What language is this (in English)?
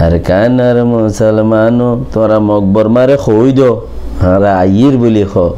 Rohingya